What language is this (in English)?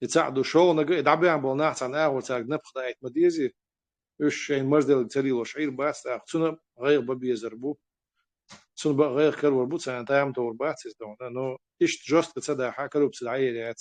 Chechen